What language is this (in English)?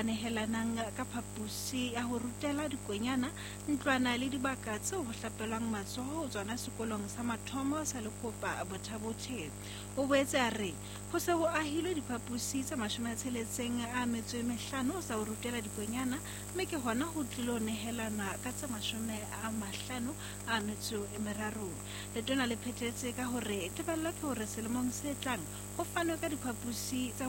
Southern Sotho